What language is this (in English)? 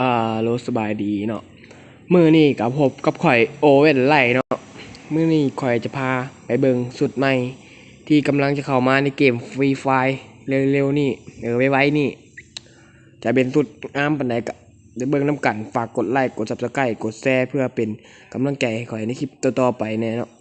Lao